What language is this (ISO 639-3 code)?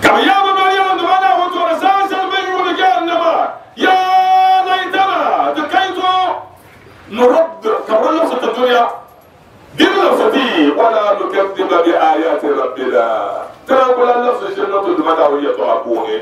dag